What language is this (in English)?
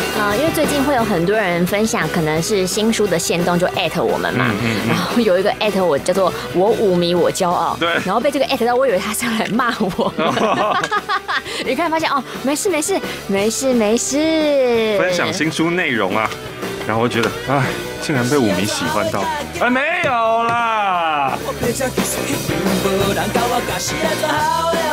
Chinese